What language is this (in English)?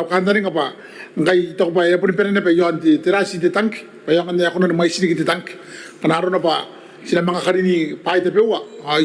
Gilbertese